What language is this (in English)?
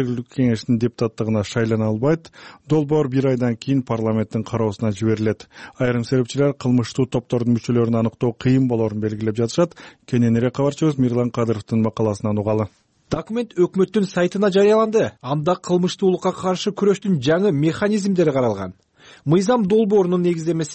Kyrgyz